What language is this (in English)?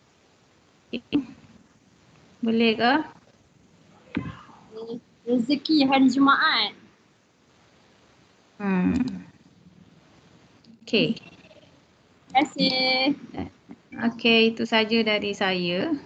Malay